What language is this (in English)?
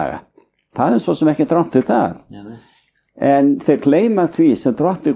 Icelandic